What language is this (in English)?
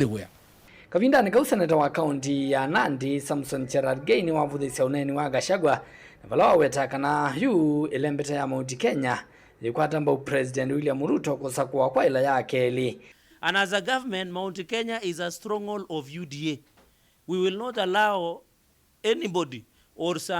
Kamba